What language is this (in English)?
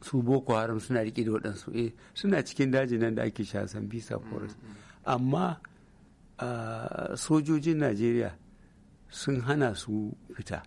Hausa